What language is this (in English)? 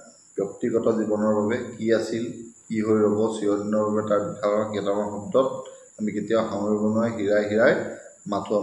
Assamese